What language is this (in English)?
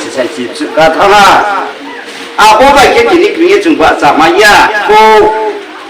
Riang (India)